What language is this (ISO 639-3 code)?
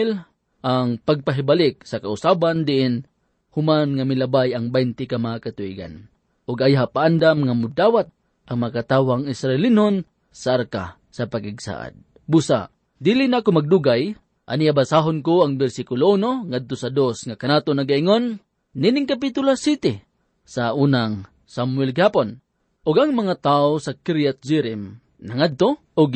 ceb